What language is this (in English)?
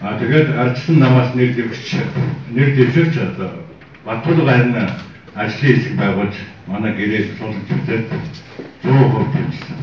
Mongolian